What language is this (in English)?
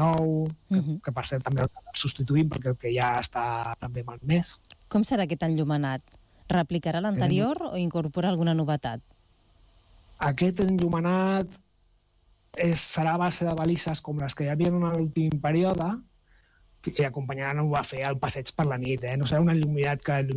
Catalan